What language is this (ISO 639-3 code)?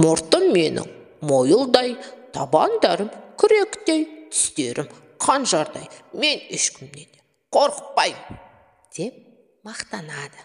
kaz